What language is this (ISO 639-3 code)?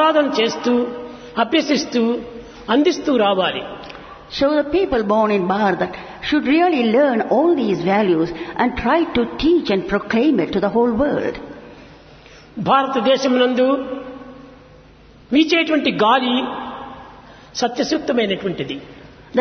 tel